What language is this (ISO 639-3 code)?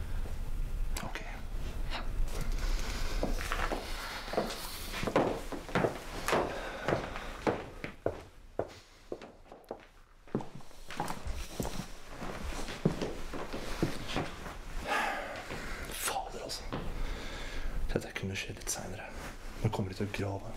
nor